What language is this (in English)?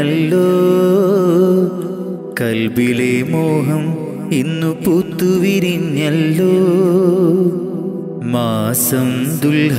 Malayalam